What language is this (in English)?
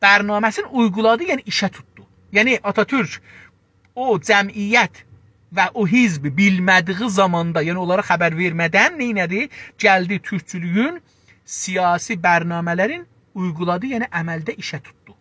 South Azerbaijani